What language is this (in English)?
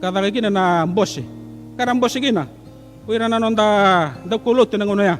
Fijian